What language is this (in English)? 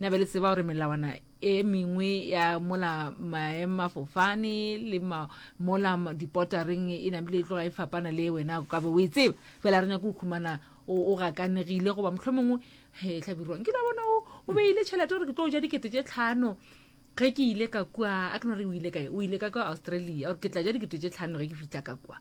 Northern Sotho